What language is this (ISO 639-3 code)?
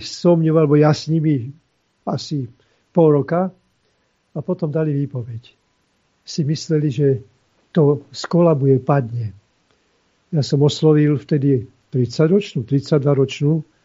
slk